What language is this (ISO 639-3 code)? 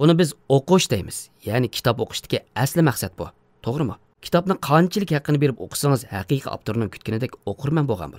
uig